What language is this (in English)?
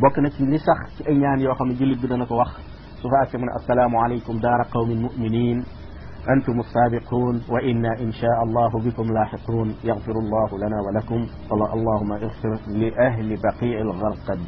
Wolof